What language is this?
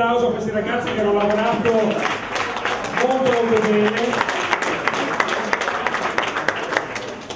Italian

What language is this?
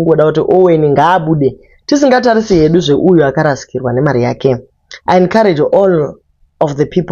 Shona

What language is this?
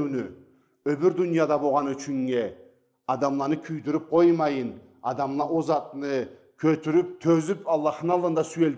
Karachay-Balkar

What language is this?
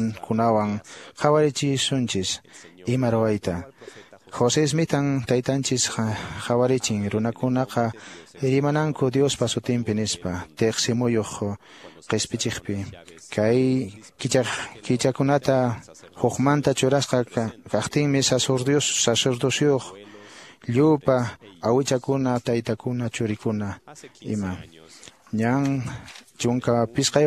Quechua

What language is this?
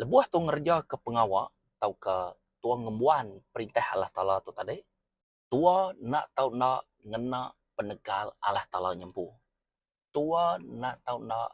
Iban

